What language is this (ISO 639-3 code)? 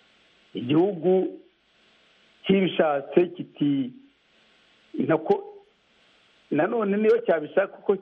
kin